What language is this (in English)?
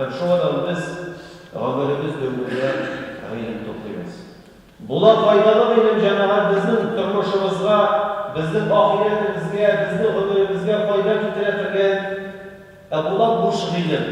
Tatar